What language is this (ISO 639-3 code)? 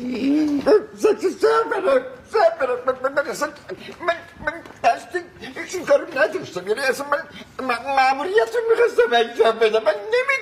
fas